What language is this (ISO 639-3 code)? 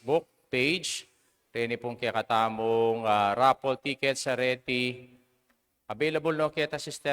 pam